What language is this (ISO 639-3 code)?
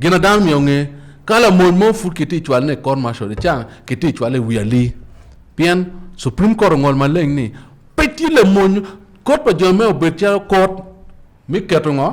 ach